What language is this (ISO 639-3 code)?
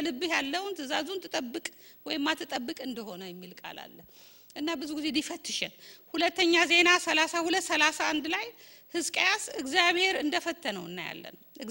amh